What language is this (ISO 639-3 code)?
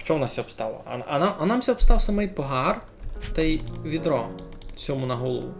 rue